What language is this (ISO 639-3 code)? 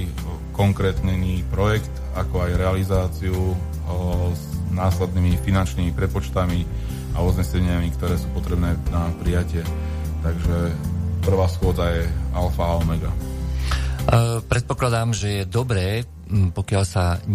slk